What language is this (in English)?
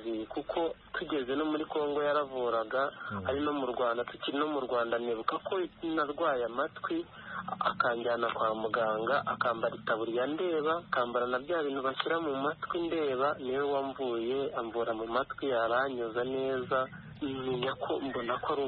Kinyarwanda